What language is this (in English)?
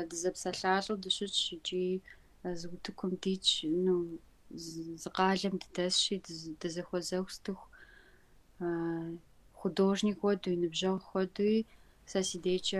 Kabardian